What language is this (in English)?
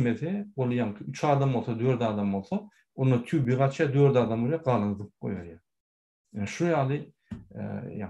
Turkmen